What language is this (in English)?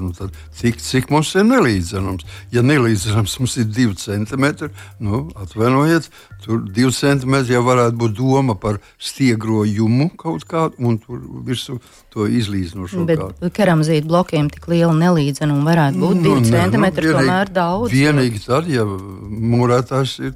Latvian